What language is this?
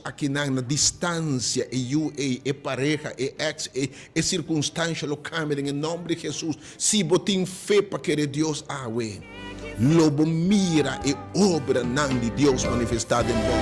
Papiamento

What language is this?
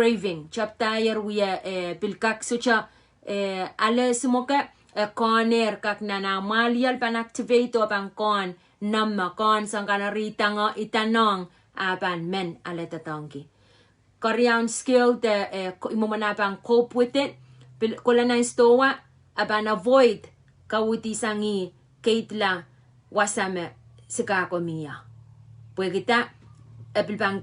Pohnpeian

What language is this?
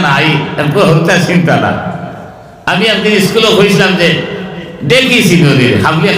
Sylheti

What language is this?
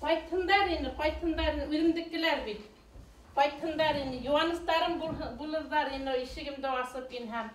Bashkir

